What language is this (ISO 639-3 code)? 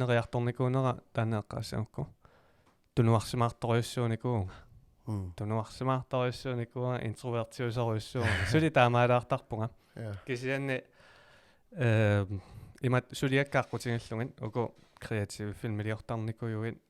kal